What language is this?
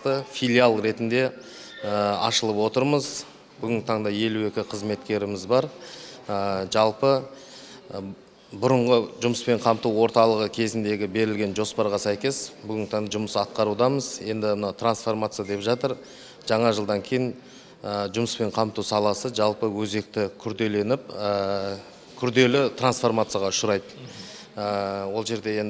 Kazakh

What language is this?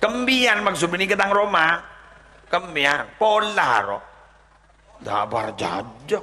Madurese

